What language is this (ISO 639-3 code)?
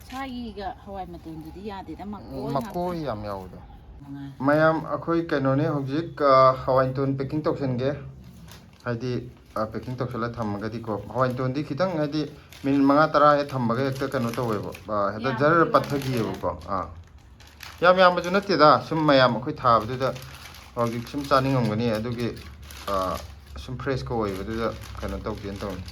mni